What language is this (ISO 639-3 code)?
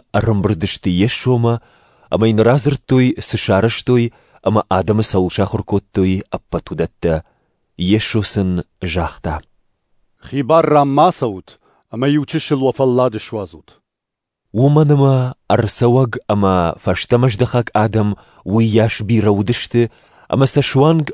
oss